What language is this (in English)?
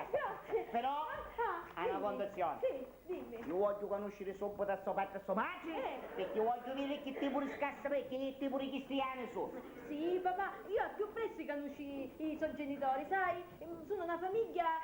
Sicilian